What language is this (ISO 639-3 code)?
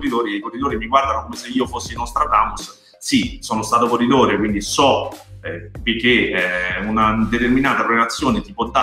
ita